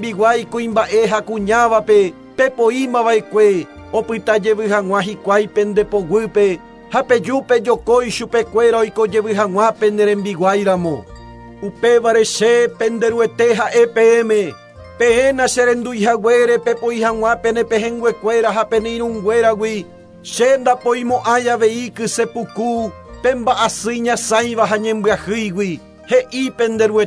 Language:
Guarani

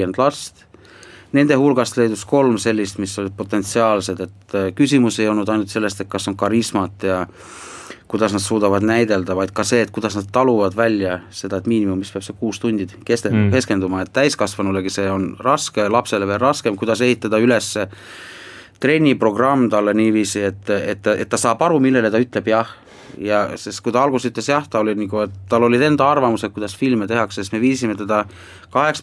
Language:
Estonian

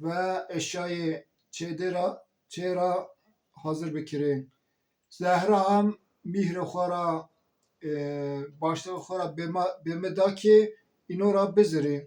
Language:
Zaza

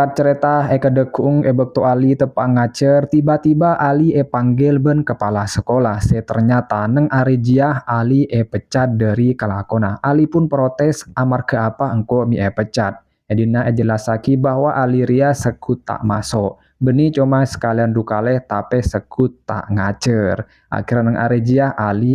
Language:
Madurese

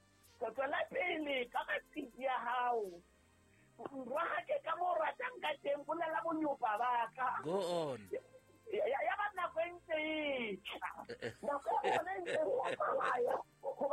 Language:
Southern Sotho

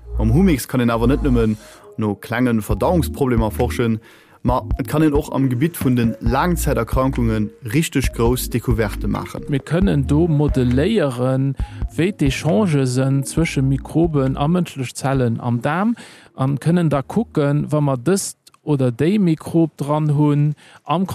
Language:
Luxembourgish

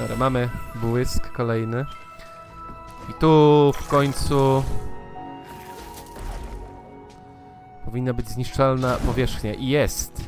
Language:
Polish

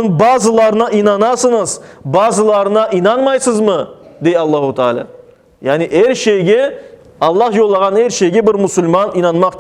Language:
Crimean Tatar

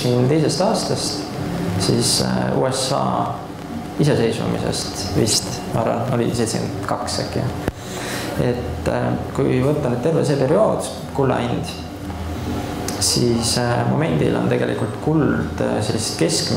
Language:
Estonian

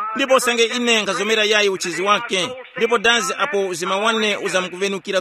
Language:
Tumbuka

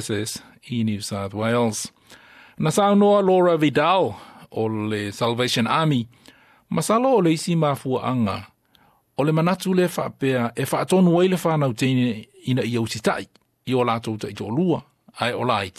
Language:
Samoan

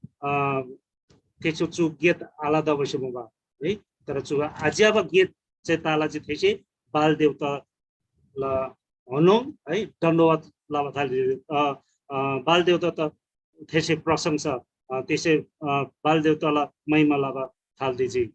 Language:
Eastern Tamang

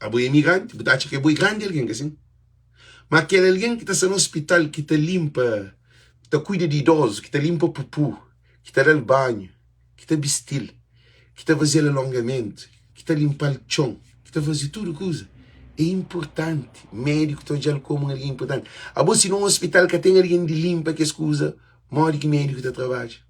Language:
Kabuverdianu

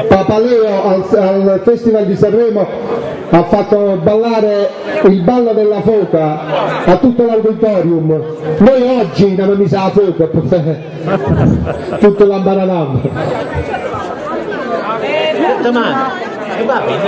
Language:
Italian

